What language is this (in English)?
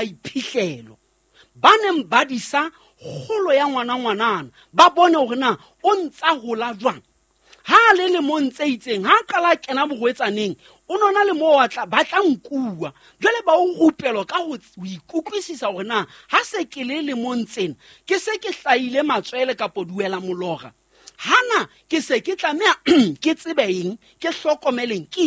Southern Sotho